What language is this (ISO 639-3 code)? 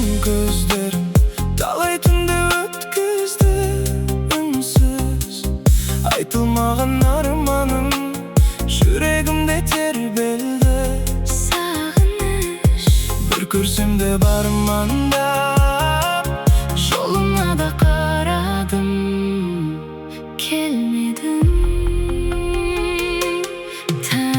kaz